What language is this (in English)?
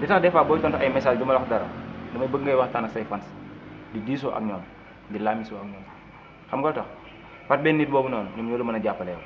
Wolof